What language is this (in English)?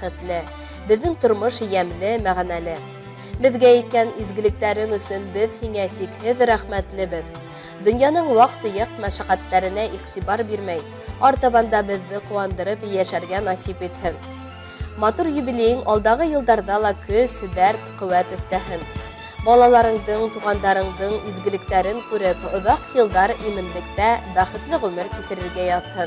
Bashkir